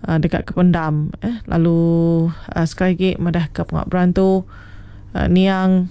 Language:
Iban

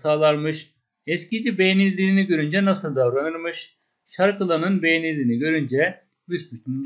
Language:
Turkish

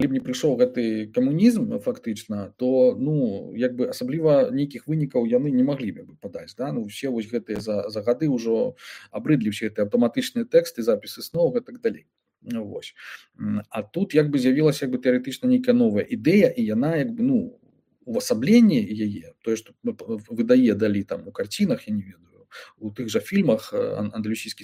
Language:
Belarusian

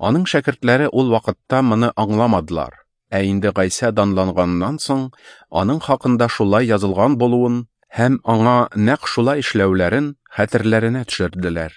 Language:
Tatar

